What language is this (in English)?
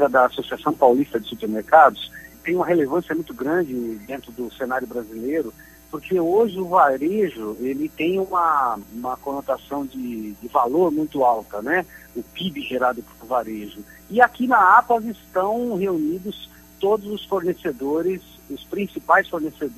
Portuguese